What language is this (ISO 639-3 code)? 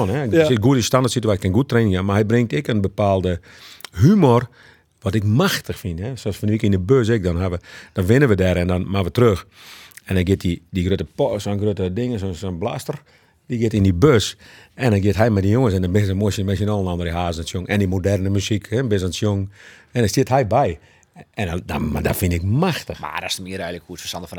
fry